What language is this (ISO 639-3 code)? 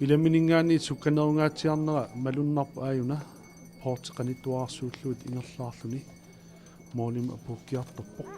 kal